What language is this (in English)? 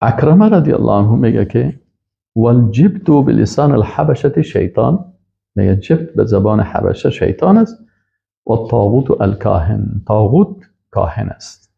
Persian